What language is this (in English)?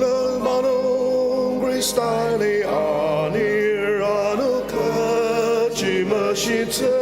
Ao Naga